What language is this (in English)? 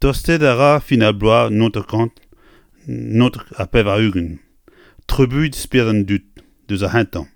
Breton